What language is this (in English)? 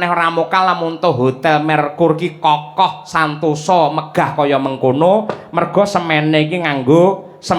Javanese